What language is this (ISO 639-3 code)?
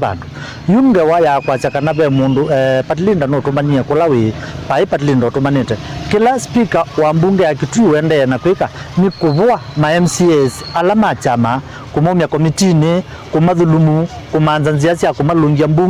kam